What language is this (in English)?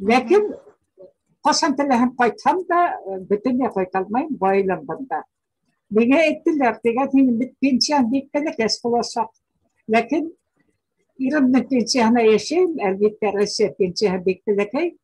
Bashkir